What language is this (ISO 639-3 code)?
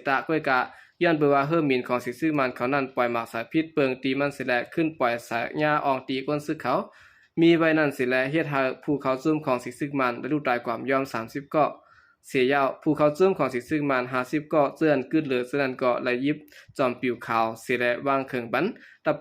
shn